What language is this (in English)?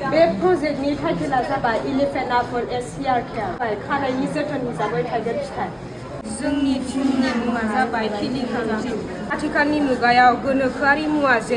Bodo